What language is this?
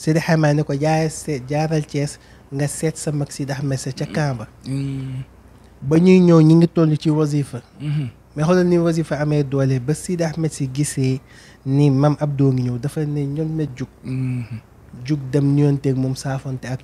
Wolof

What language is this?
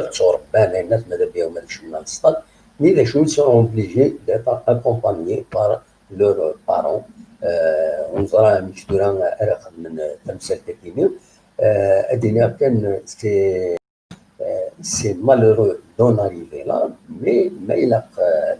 Kabyle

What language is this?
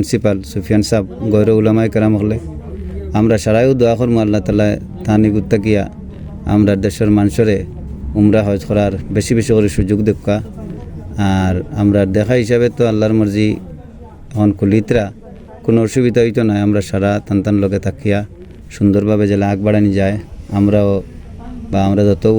Sylheti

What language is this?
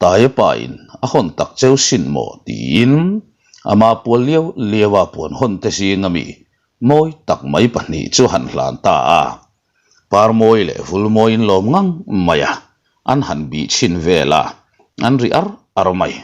Mizo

